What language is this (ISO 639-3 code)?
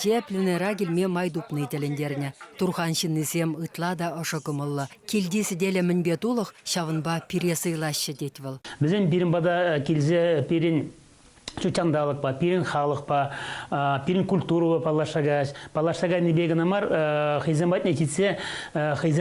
chv